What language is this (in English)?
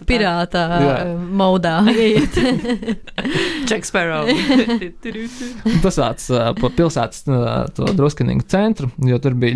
Latvian